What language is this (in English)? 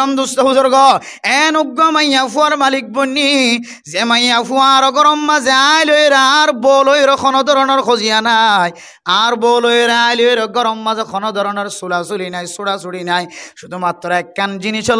Rohingya